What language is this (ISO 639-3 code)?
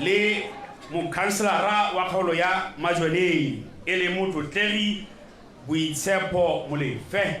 tsn